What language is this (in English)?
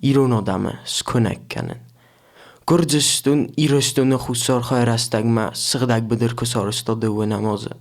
Ossetic